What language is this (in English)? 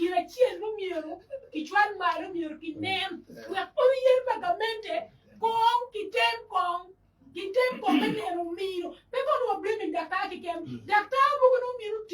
Acoli